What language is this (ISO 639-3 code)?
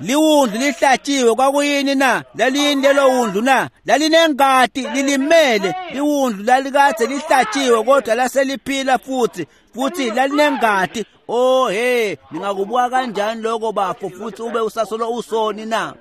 ssw